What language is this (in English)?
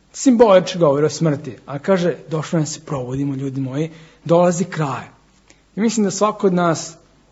Serbian